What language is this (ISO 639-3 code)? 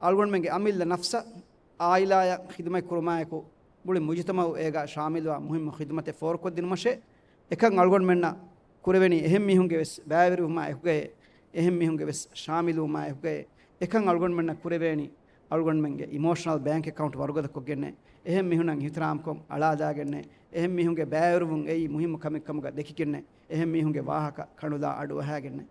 div